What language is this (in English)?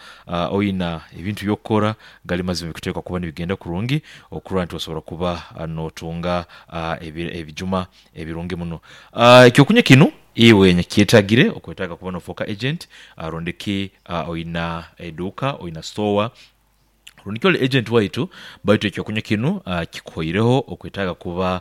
Nyoro